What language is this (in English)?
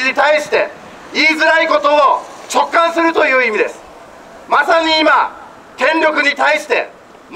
Japanese